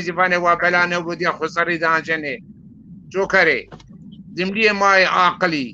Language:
Zaza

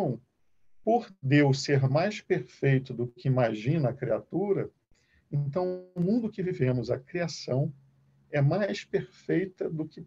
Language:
Portuguese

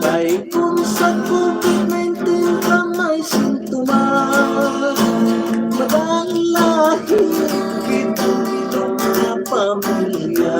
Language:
Hiligaynon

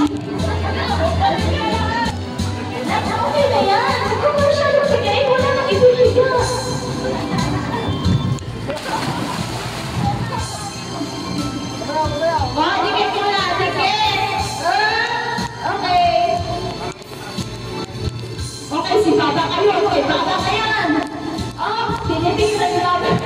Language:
Filipino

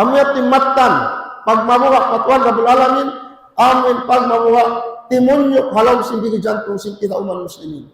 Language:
Tausug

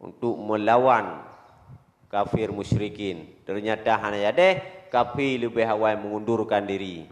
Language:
Achinese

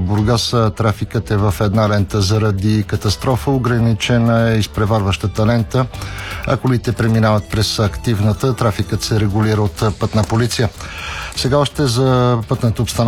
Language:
Bulgarian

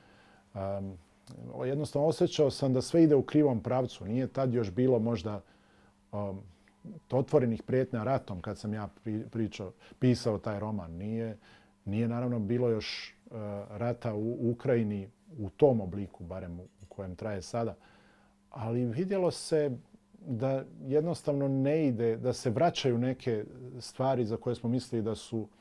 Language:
Bosnian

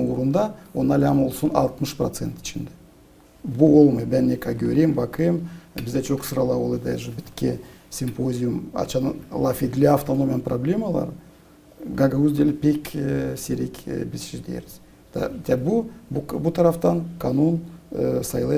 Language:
Gagauz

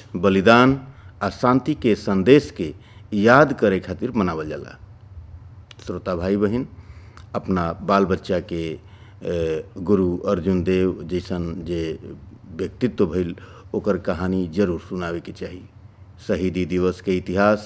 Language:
Bhojpuri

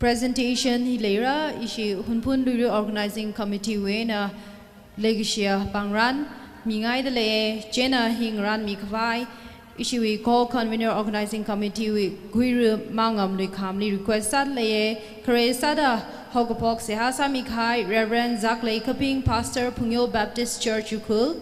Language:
Tangkhul Naga (India)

